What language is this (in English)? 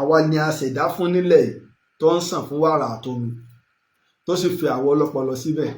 Yoruba